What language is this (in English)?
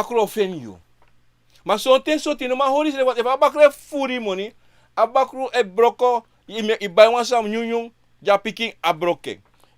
Sranan Tongo